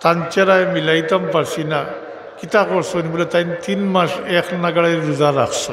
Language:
Sylheti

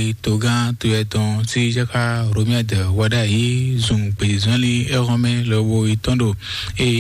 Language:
Fon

